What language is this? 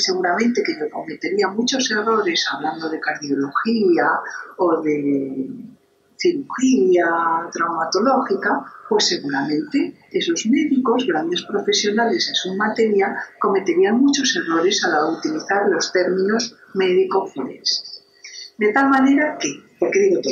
Spanish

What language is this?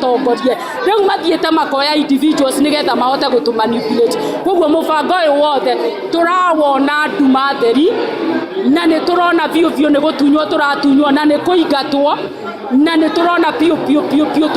Kikuyu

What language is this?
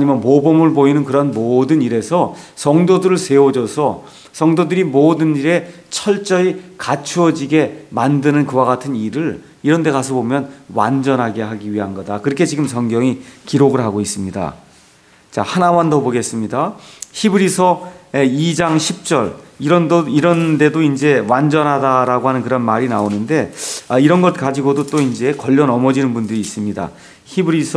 Korean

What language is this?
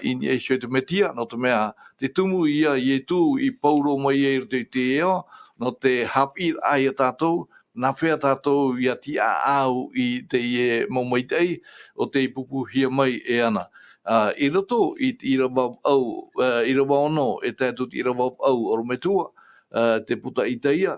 Tahitian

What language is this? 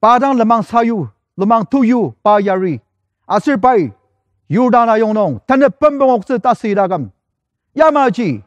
Ao Naga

